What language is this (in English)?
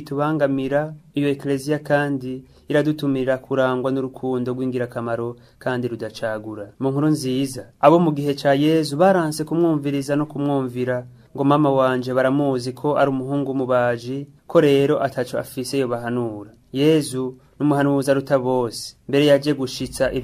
Rundi